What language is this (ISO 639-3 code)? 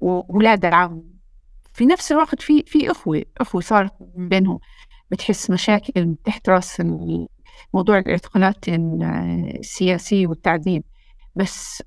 apc